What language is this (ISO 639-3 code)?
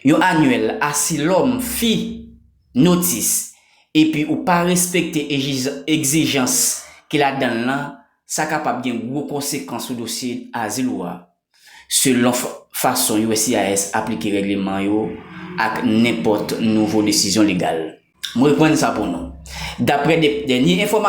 hat